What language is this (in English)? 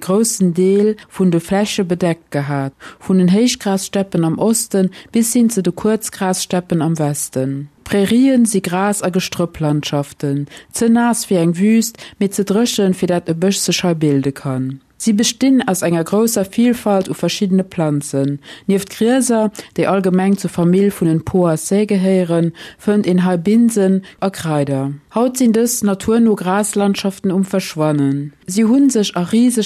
Luxembourgish